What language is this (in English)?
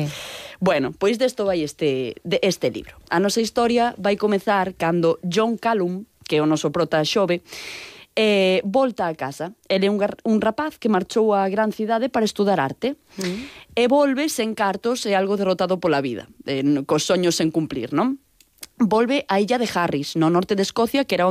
Galician